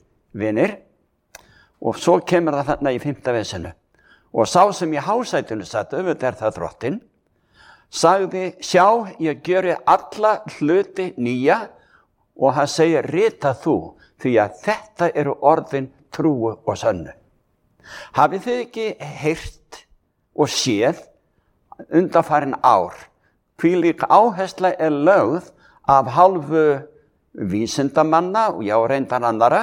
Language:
Icelandic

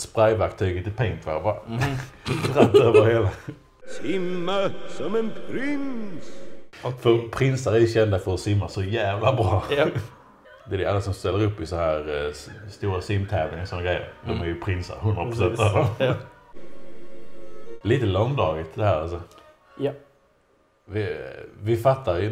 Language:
Swedish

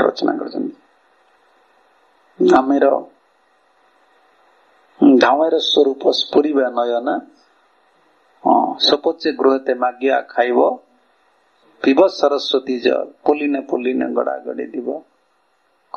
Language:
Odia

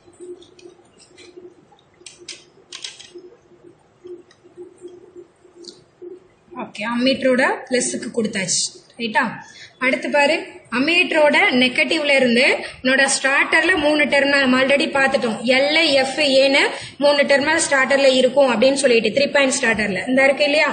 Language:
Tamil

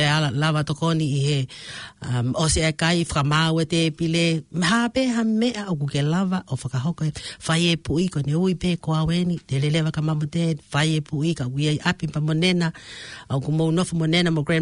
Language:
Tongan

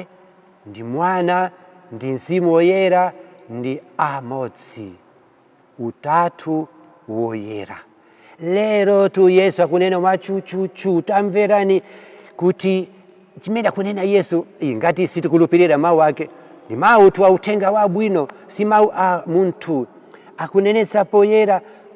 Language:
Nyanja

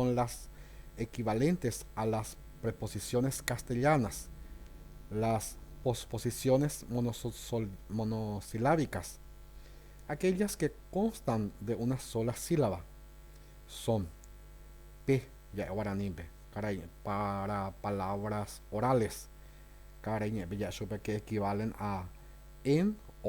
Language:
Guarani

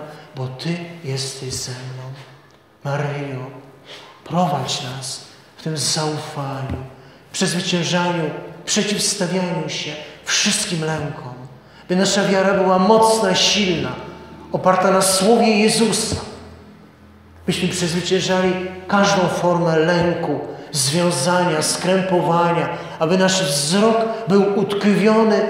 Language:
Polish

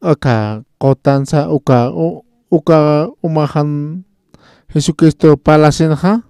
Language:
Aymara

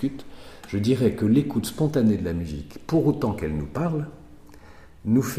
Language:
French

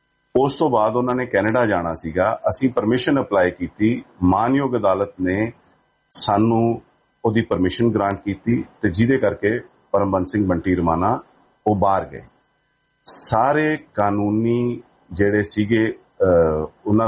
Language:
Punjabi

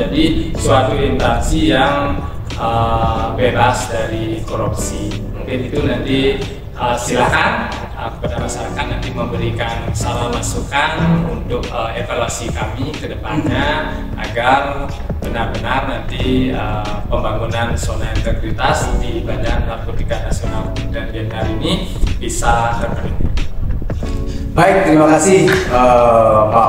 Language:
Indonesian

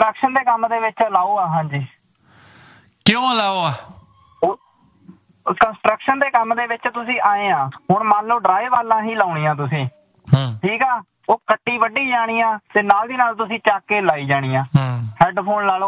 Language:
Punjabi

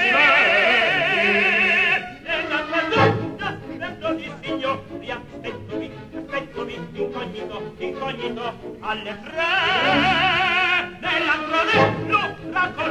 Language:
Italian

